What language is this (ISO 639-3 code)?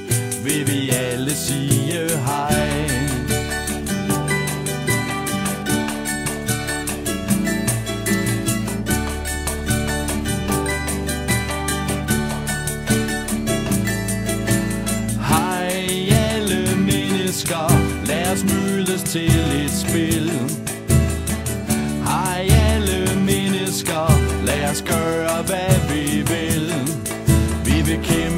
dan